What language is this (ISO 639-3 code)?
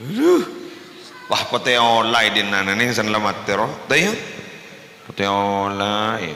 mad